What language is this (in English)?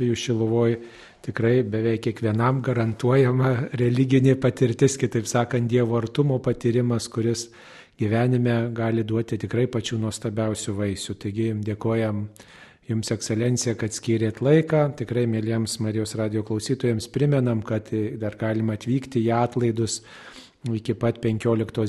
Lithuanian